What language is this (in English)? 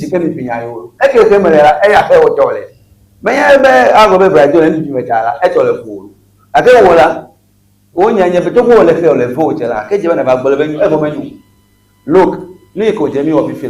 Ewe